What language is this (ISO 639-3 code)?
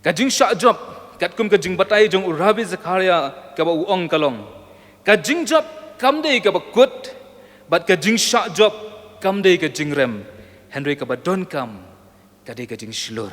kha